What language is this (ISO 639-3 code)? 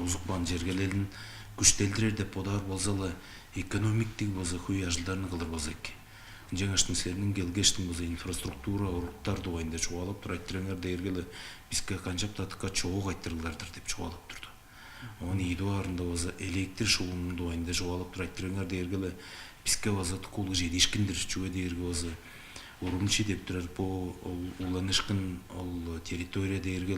tyv